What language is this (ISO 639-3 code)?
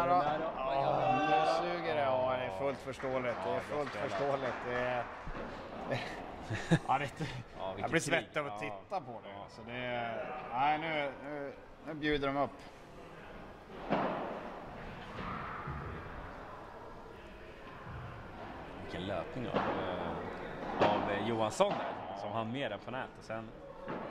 swe